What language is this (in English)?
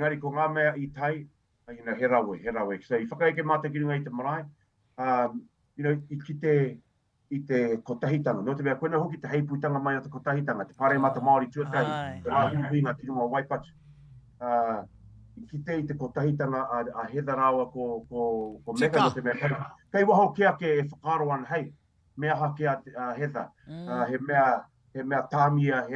Māori